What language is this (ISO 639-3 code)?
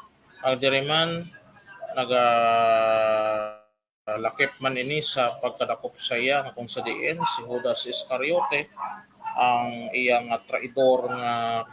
hil